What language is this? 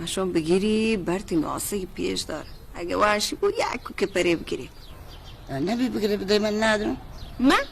Baluchi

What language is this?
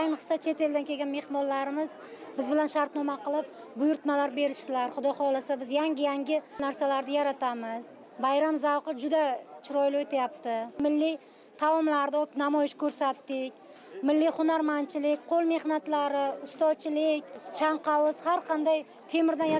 Uzbek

